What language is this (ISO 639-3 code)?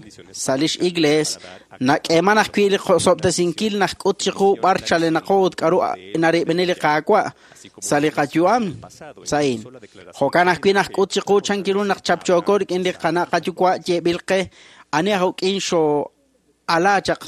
kek